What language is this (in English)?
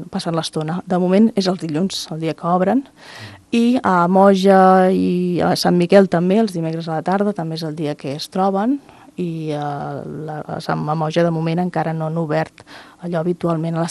Catalan